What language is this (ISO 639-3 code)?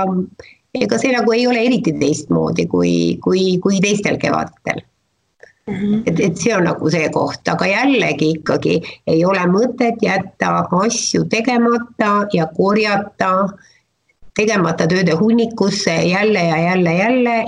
est